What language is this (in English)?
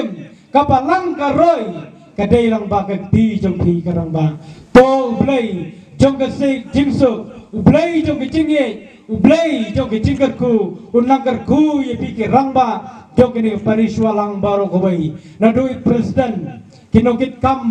Khasi